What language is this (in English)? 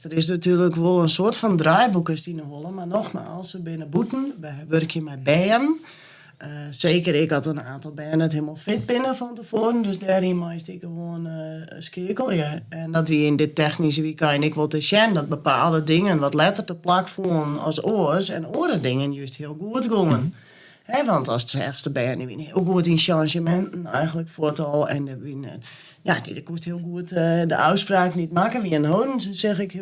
Western Frisian